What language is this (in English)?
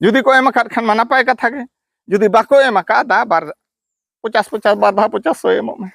Santali